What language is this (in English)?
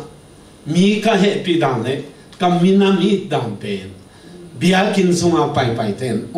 Tedim Chin